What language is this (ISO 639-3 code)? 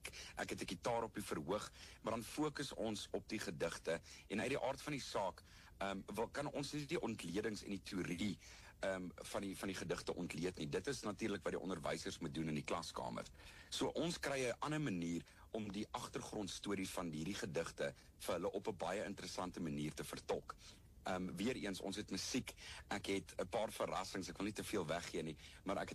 afr